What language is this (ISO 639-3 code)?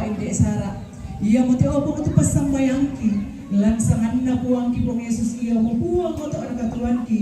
sda